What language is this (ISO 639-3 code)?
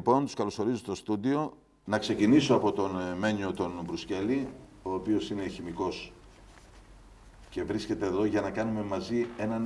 ell